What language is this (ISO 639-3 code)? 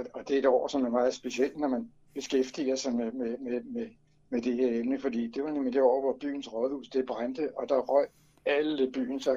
dan